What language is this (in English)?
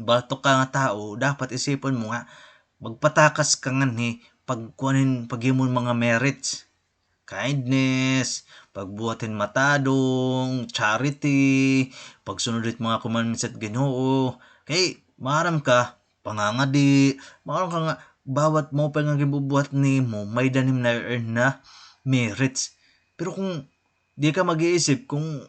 Waray